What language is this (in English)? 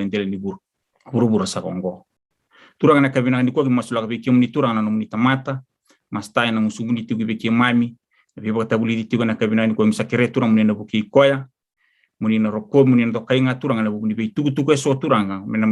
Fijian